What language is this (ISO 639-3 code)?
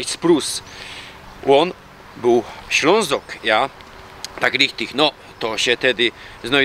szl